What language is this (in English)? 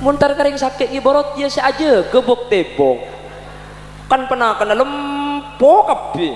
Madurese